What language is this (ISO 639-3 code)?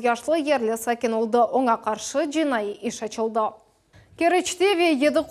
crh